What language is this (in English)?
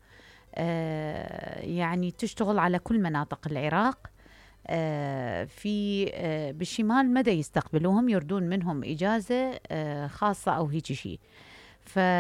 Mesopotamian Arabic